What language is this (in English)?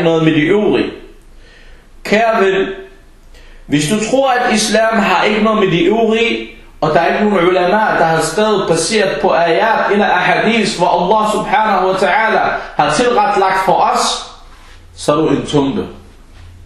Danish